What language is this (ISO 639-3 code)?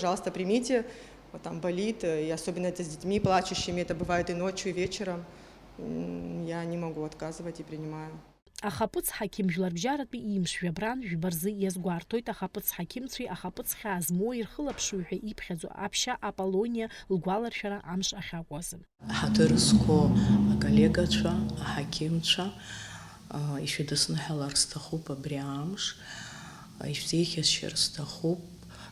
abk